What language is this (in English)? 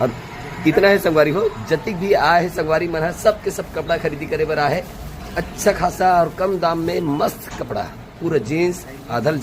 Chhattisgarhi